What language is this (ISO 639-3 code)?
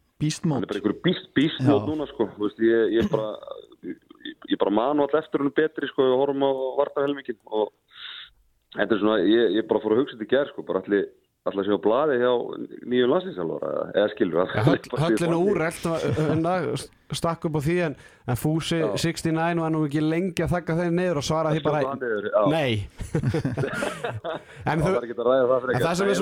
isl